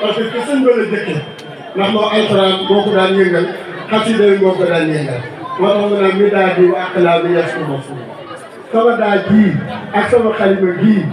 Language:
Wolof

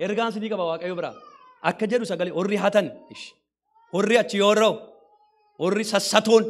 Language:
Oromo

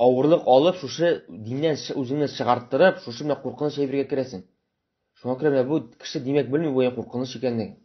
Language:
Tatar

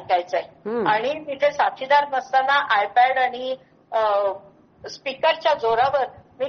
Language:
Marathi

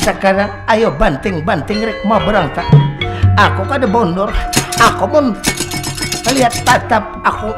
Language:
Banjar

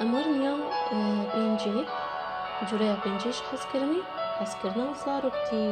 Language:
Kurdish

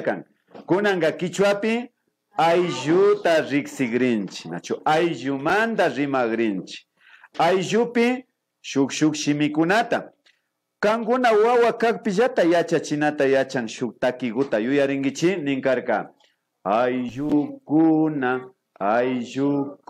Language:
Imbabura Highland Quichua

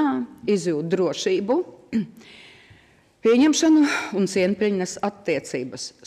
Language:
Latvian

